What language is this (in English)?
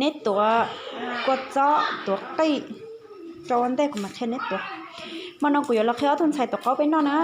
Hmong